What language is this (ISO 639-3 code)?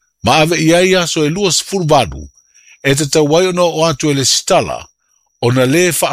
smo